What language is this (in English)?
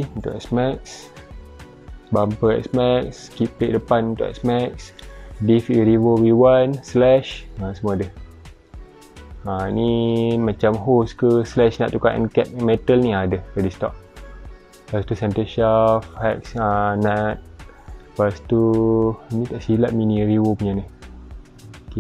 Malay